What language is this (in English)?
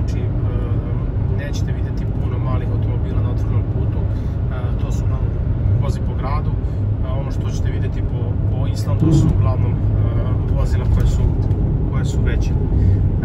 Serbian